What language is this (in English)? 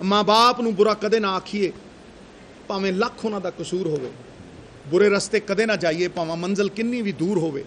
Western Panjabi